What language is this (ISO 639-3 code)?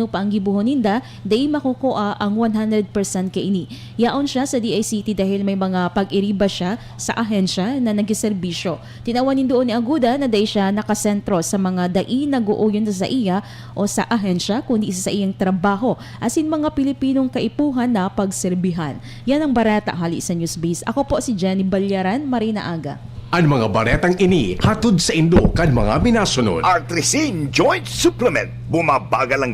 bik